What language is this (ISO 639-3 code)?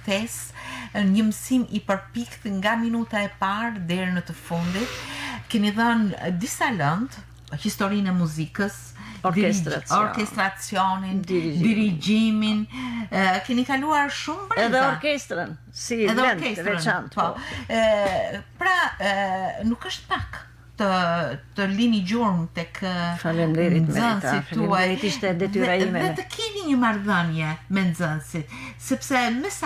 sqi